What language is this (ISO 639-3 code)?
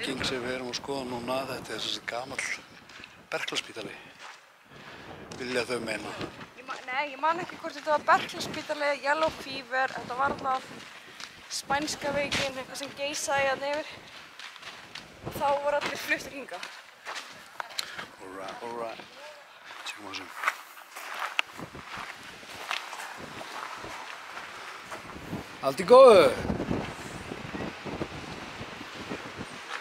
isl